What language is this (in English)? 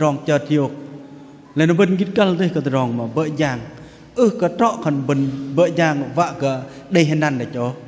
Bahnar